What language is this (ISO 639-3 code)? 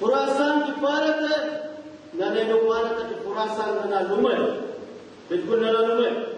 brh